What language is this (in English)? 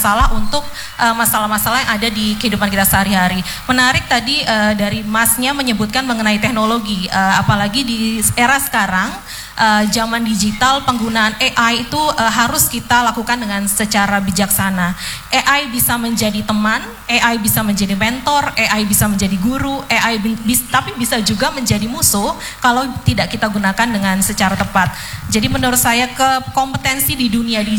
Indonesian